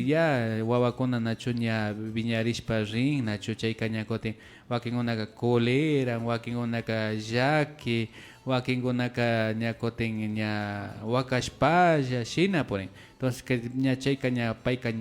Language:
Imbabura Highland Quichua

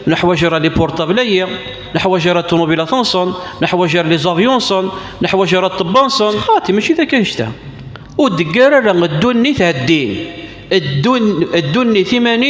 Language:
Kabyle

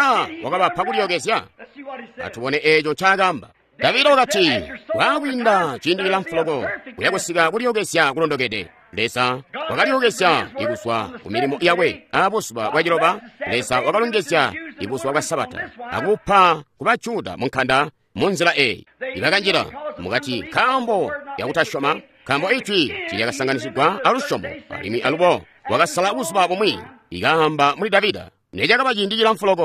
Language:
Tonga (Zambia)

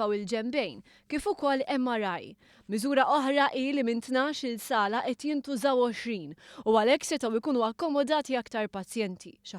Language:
Maltese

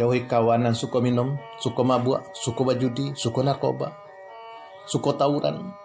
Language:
Minangkabau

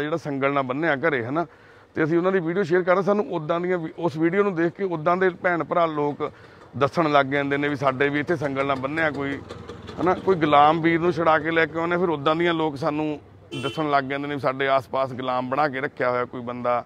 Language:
Punjabi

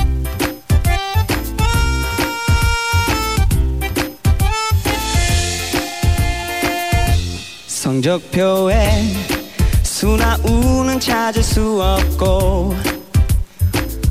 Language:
Korean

